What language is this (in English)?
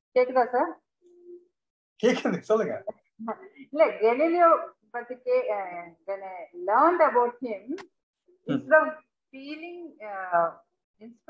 Tamil